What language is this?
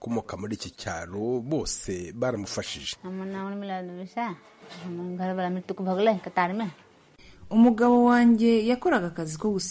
Kinyarwanda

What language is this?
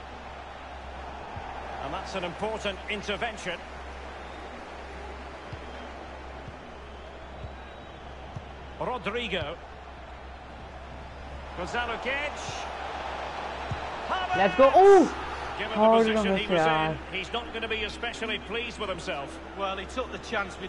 English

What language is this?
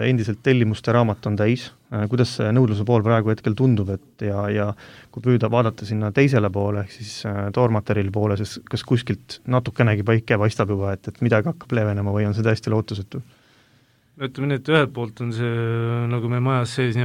Estonian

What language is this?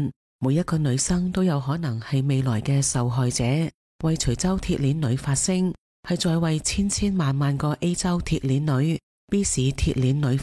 Cantonese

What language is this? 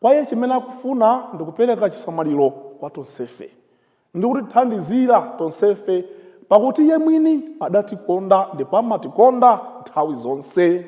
Nyanja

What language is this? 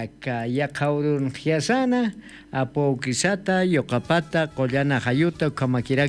Aymara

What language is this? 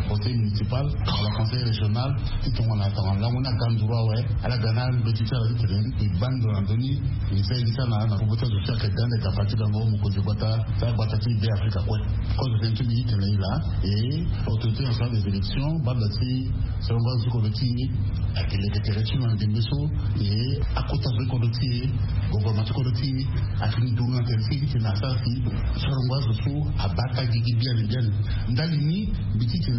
Sango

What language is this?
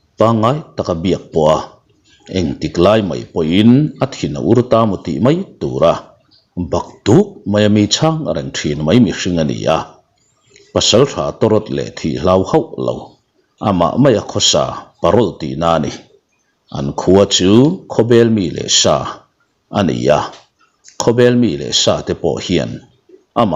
Mizo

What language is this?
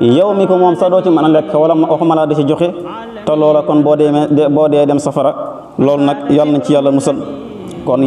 Wolof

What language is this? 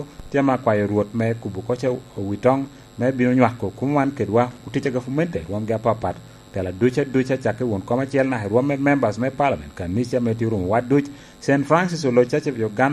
Lango (Uganda)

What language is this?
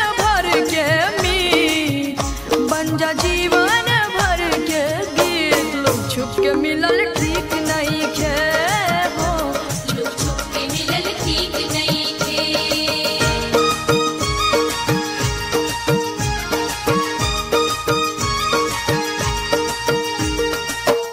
Bhojpuri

